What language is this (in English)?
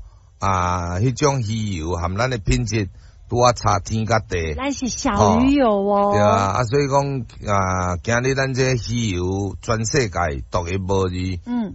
Min Nan Chinese